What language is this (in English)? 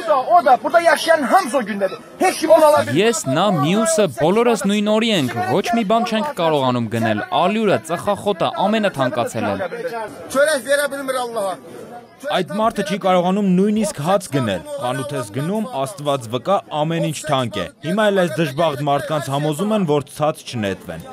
Armenian